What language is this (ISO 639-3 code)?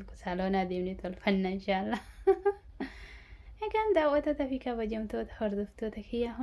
orm